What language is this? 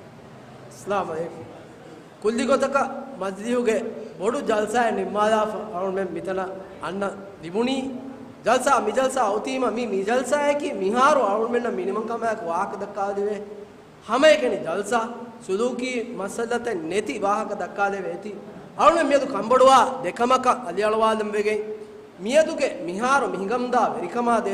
Divehi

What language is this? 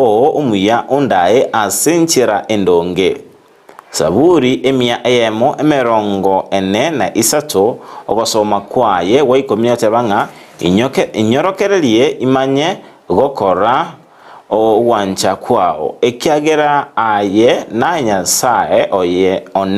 Gusii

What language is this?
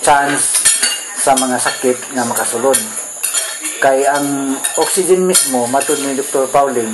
Cebuano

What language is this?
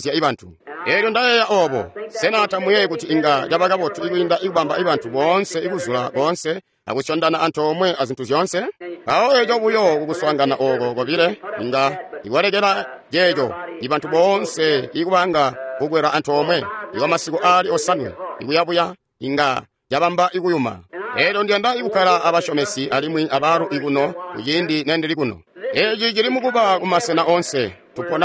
Tonga (Zambia)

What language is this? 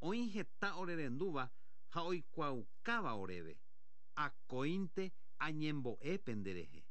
Guarani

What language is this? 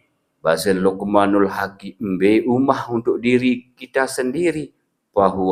Sasak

